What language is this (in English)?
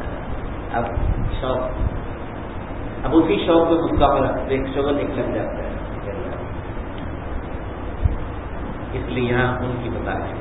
Urdu